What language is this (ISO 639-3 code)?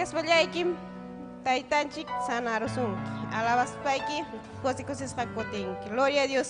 quy